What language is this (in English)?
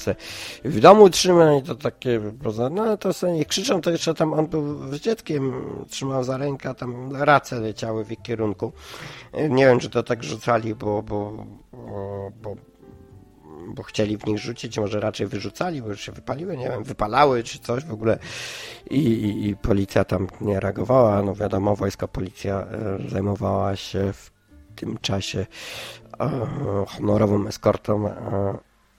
Polish